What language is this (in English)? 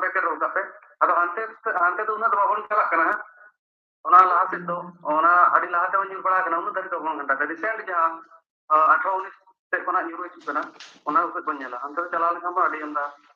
Santali